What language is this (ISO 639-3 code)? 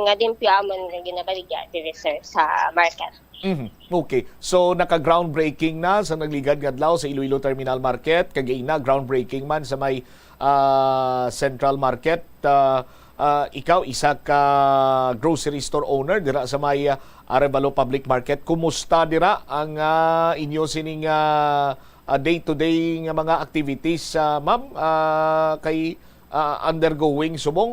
hil